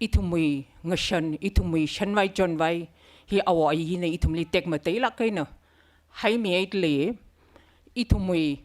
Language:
Tangkhul Naga (India)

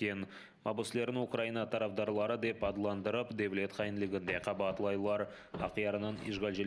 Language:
Crimean Tatar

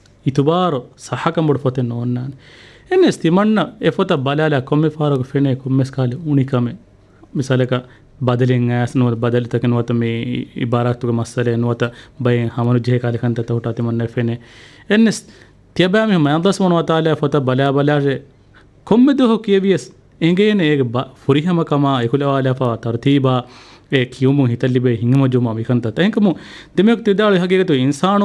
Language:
Divehi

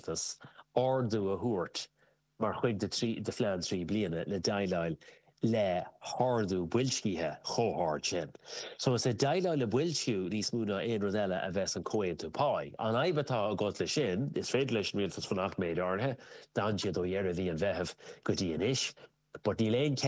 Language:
Irish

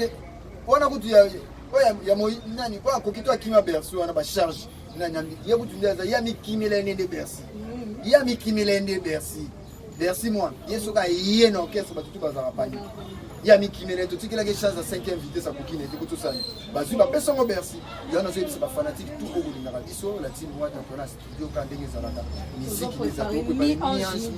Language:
Lingala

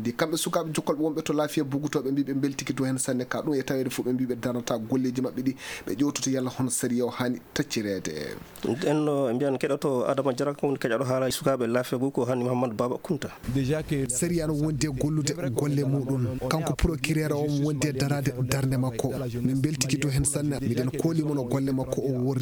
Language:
Fula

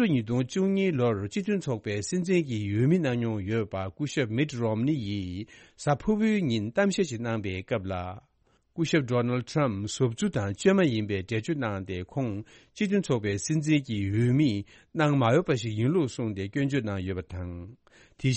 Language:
Tibetan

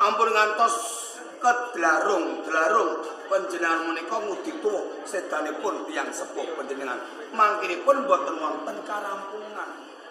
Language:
Javanese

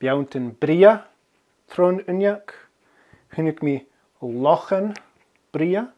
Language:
Scottish Gaelic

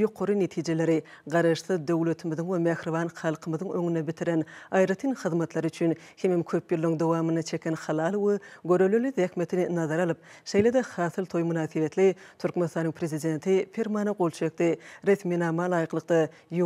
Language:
Turkmen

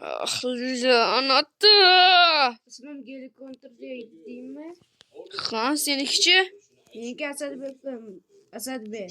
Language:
Uzbek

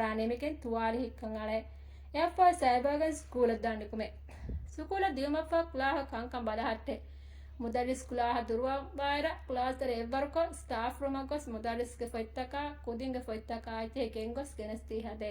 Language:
Divehi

